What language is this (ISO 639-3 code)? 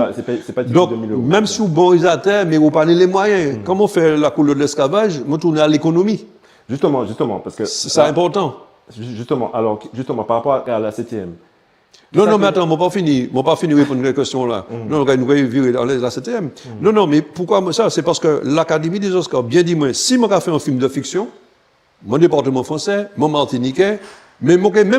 gcf